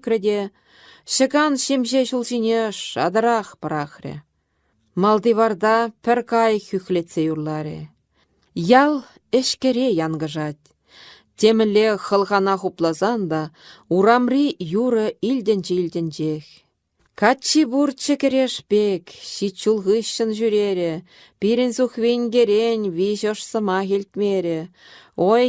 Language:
Chuvash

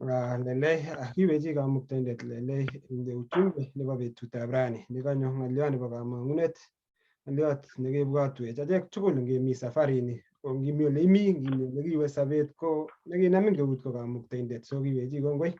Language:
Kalenjin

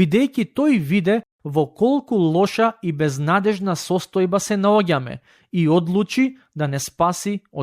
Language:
Macedonian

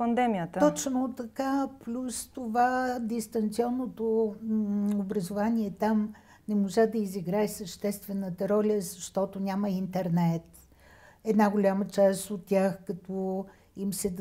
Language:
Bulgarian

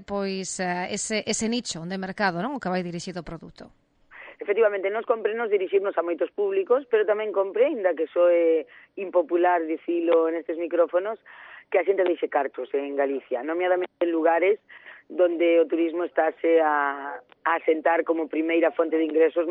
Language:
Galician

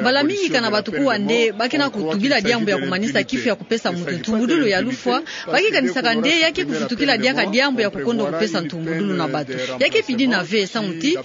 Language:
Kituba (Democratic Republic of Congo)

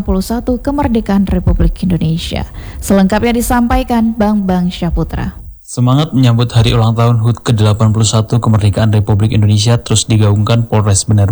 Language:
Indonesian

